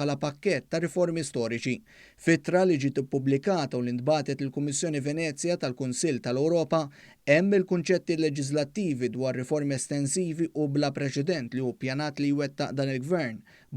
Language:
Maltese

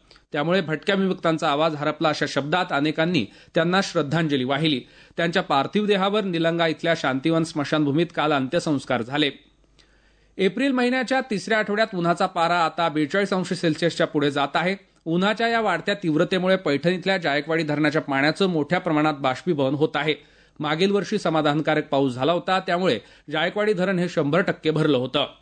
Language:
Marathi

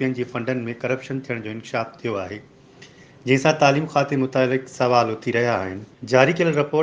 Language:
Sindhi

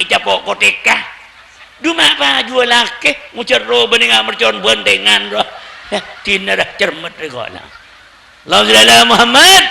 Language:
Madurese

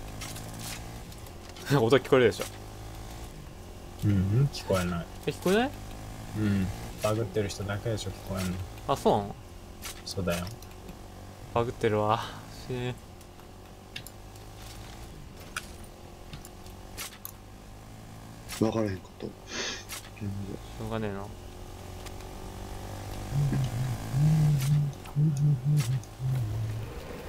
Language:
Japanese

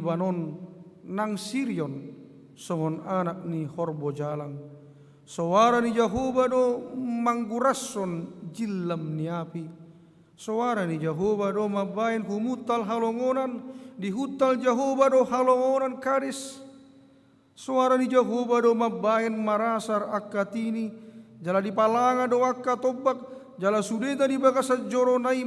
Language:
Batak Toba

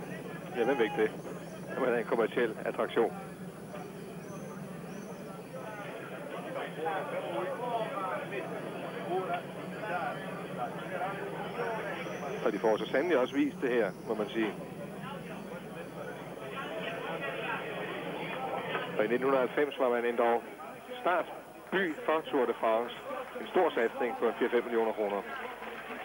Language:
Danish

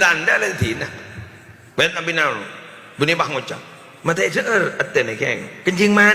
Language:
Madurese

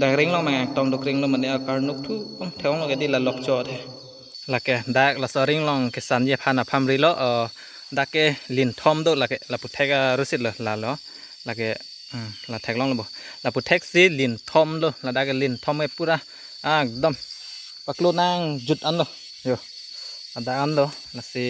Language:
Karbi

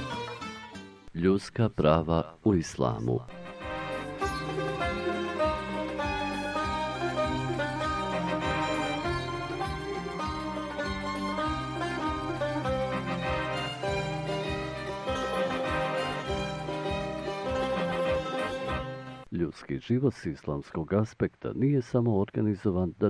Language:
Bosnian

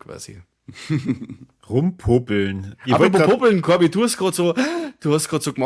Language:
Bavarian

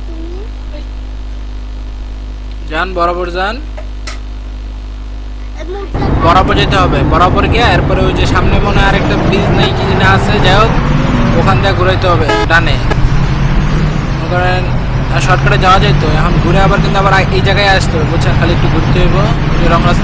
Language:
Bangla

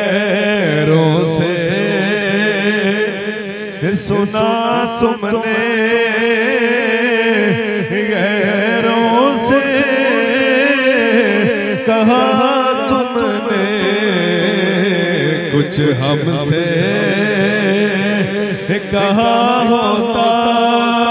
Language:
Hindi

